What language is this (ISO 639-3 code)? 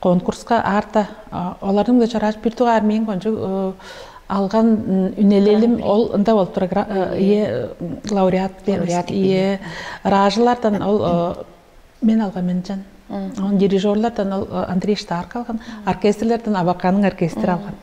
tyv